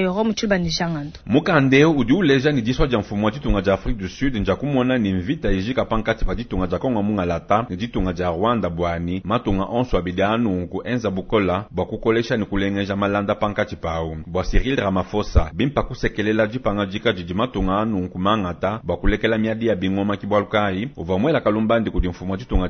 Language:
Luba-Lulua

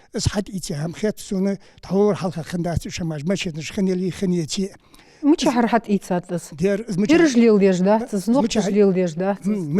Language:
Ingush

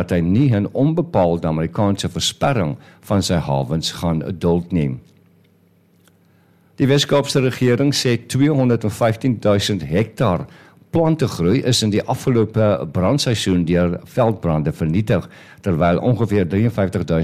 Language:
Afrikaans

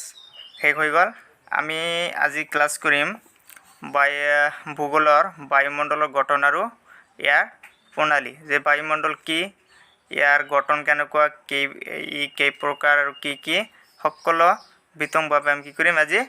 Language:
Assamese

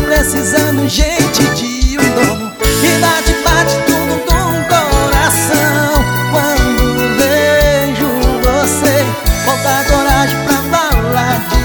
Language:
Portuguese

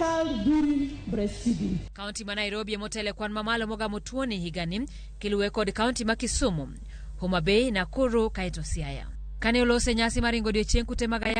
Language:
Luo (Kenya and Tanzania)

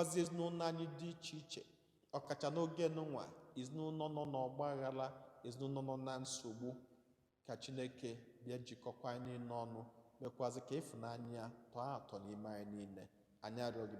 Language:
Igbo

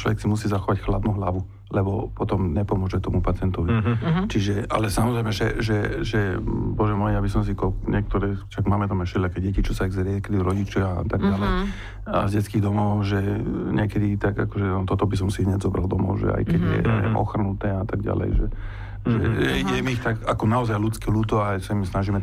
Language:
Slovak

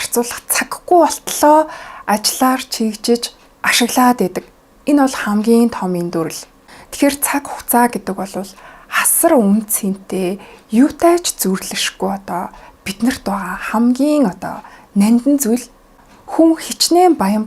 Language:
Mongolian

